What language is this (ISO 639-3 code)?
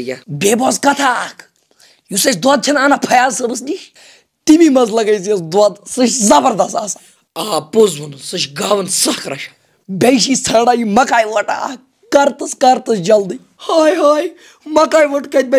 kas